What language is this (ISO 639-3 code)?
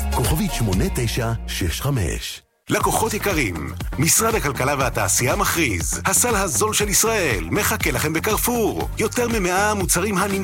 heb